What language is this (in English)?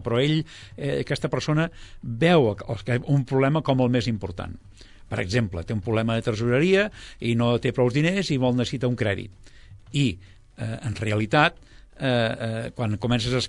Catalan